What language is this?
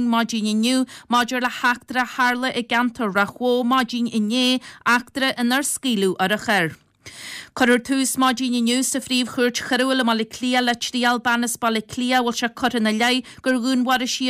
Irish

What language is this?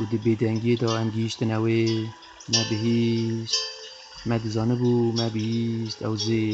Kurdish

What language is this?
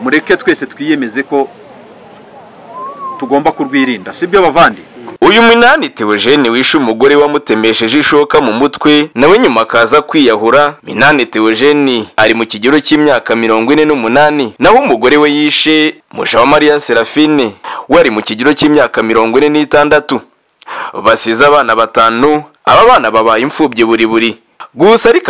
Kinyarwanda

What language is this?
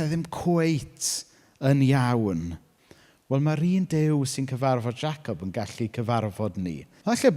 Welsh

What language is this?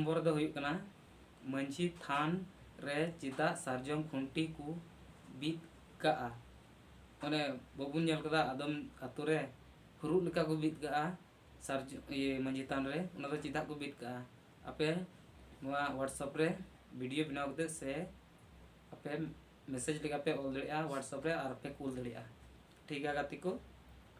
Santali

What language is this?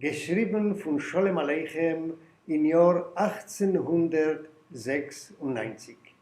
Yiddish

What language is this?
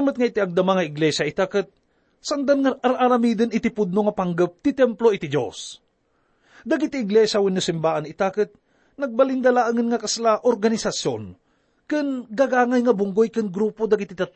Iloko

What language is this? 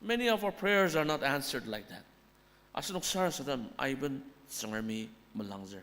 Ao Naga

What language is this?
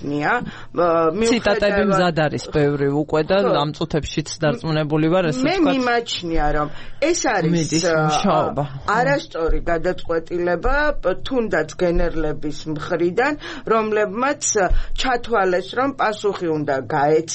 Georgian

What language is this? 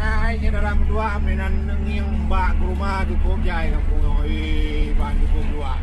Achinese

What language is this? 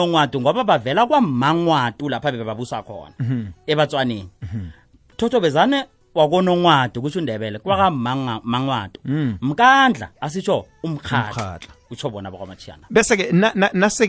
South Ndebele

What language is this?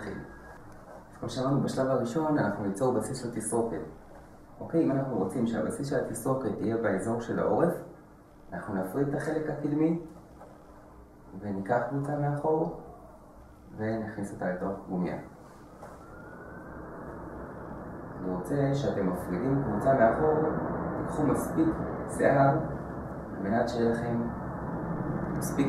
Hebrew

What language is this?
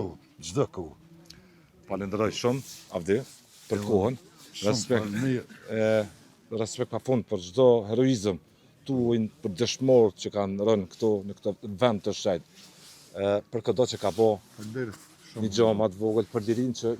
Albanian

